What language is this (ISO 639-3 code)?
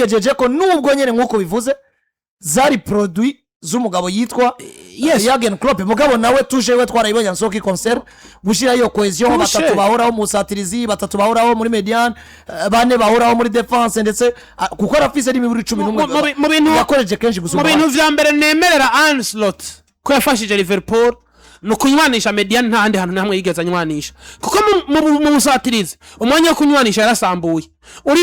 run